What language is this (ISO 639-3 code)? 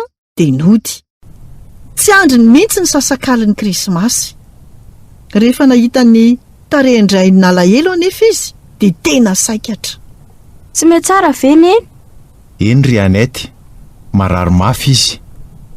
mlg